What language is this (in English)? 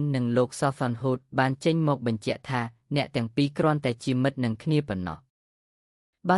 Khmer